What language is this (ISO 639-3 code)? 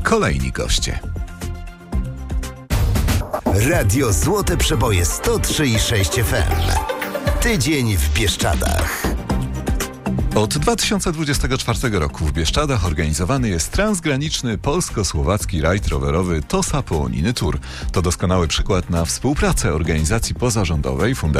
pol